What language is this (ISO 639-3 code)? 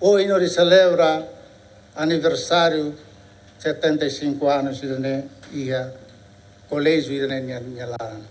tet